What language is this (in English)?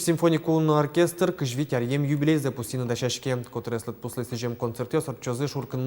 Udmurt